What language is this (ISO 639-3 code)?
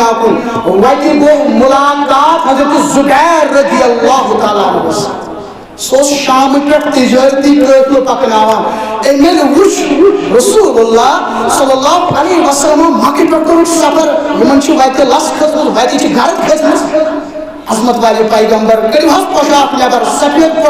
kas